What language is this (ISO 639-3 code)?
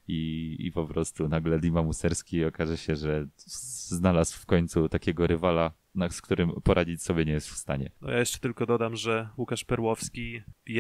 pol